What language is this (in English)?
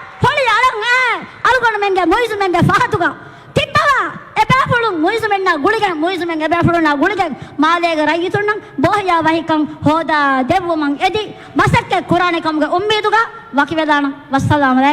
Divehi